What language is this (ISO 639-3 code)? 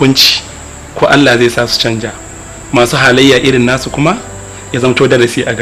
hau